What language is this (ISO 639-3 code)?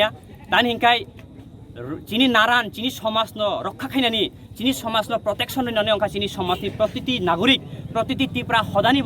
trp